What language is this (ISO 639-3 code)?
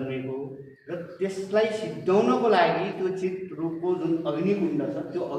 nep